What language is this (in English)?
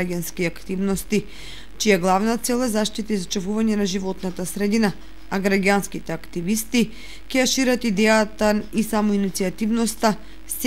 Macedonian